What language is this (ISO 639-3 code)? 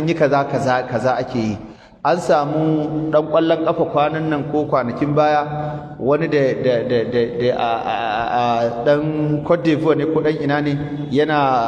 hau